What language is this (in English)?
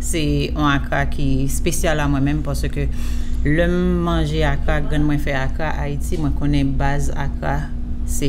Haitian Creole